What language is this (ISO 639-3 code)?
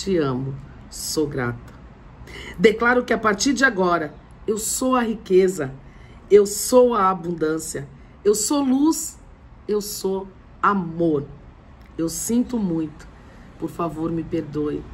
por